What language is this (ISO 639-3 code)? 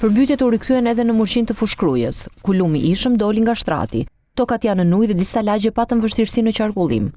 sqi